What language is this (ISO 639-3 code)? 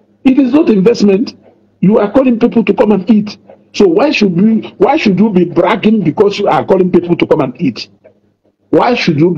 ibo